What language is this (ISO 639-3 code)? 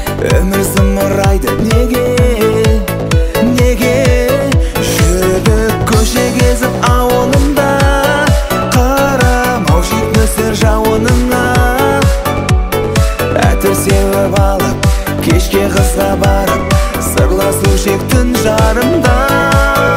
kaz